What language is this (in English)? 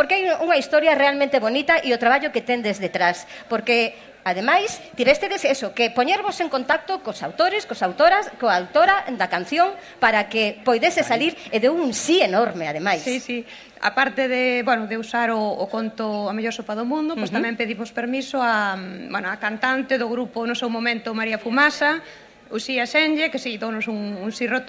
Galician